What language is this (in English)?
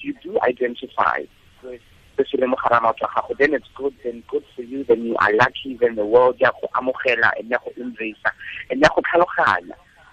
Tswana